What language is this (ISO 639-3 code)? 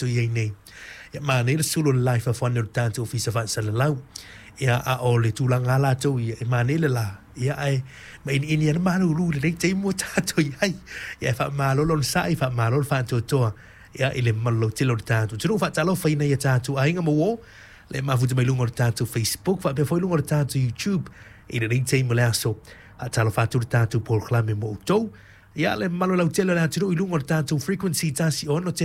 smo